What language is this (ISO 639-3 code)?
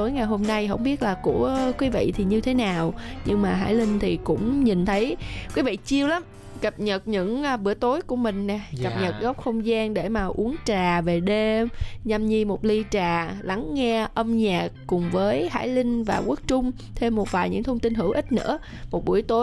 vie